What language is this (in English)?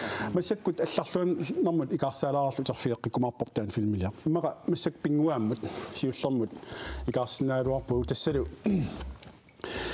Kalaallisut